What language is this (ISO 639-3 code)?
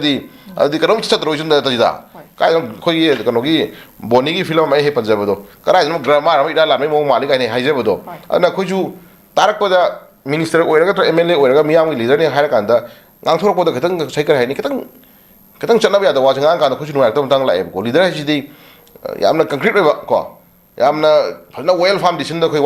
mni